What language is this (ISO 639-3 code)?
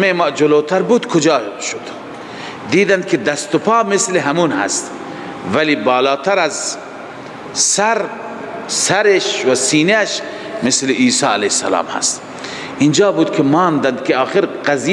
fas